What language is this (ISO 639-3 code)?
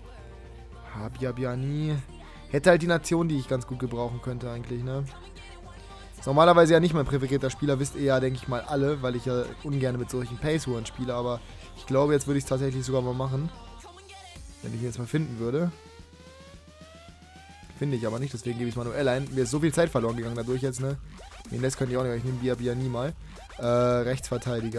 deu